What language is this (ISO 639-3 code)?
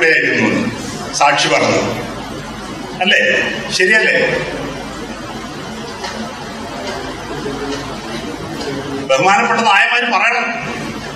mal